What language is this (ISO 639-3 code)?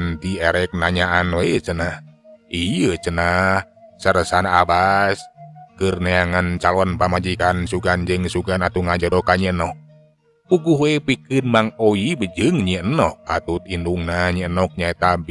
sun